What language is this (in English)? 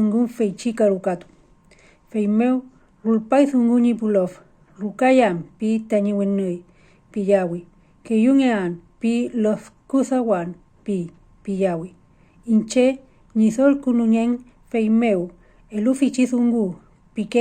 Mapuche